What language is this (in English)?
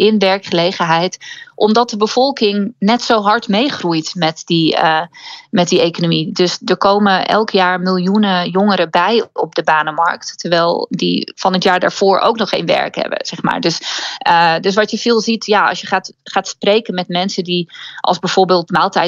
Dutch